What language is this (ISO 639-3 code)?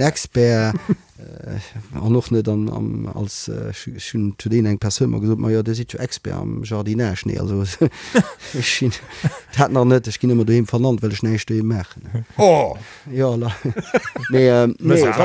ltz